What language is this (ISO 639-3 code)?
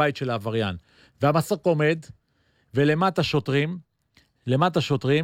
heb